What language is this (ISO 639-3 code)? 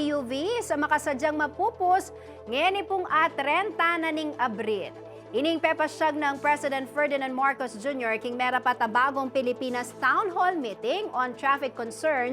pam